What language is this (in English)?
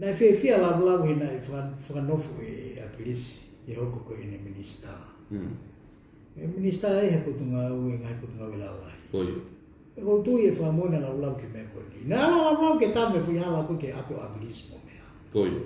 Tongan